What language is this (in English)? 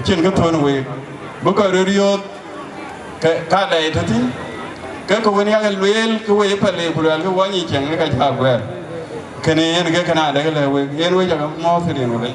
Dinka